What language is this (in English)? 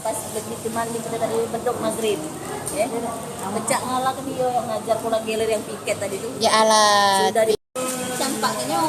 Musi